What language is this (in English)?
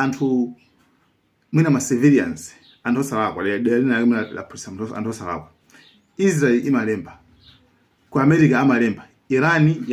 Nyanja